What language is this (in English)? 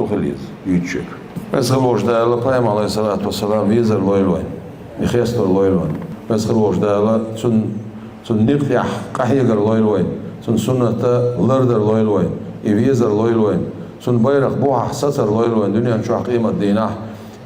Chechen